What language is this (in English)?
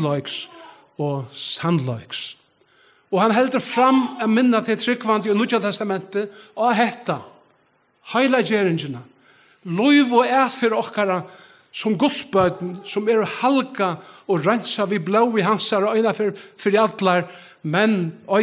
Faroese